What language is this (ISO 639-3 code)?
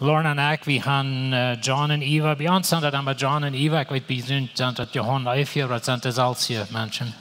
pdt